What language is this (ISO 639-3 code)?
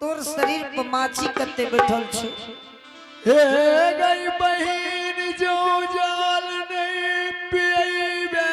anp